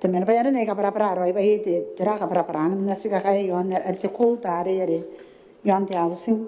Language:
Gilbertese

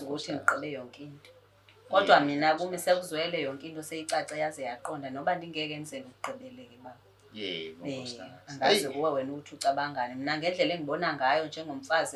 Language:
Zulu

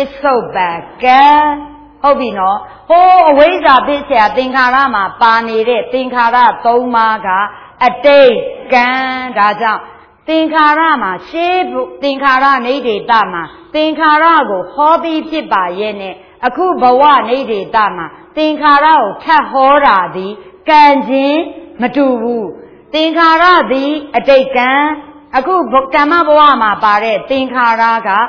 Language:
Burmese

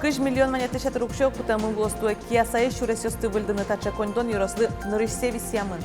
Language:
Udmurt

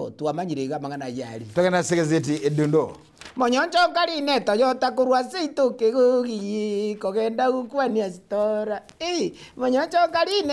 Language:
Gusii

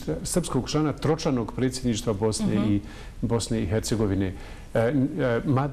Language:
Bosnian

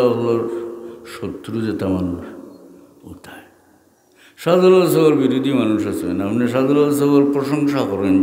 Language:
Sylheti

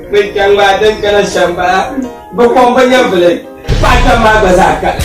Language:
Dagbani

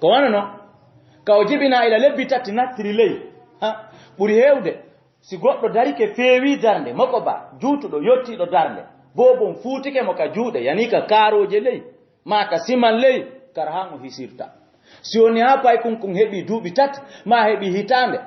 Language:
Fula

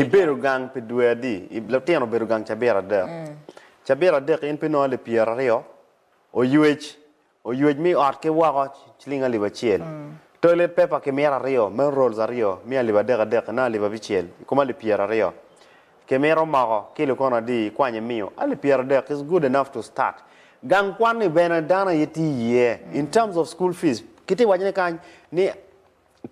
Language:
Acoli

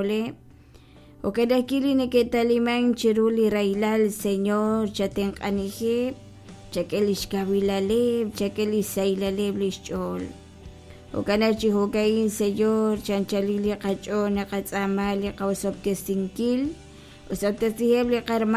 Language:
Kekchí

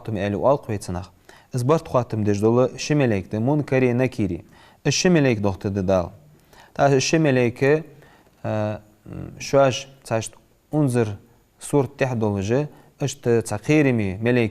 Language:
Ingush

